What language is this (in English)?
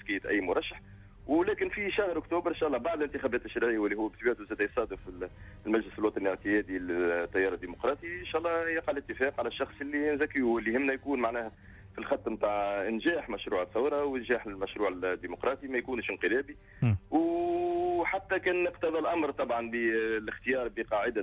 Tunisian Arabic